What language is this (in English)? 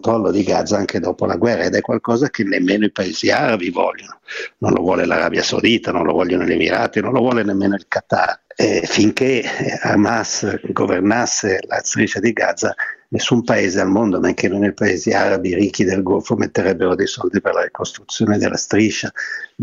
Italian